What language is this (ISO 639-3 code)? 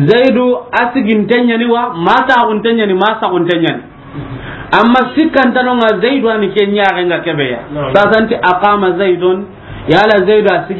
snk